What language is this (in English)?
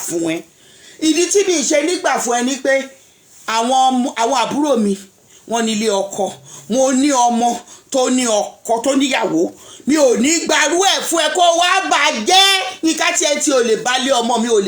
Yoruba